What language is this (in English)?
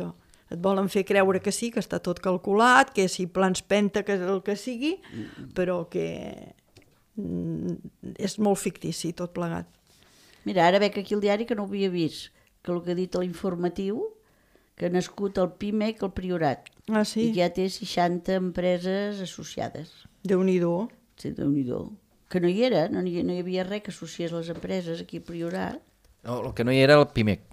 Catalan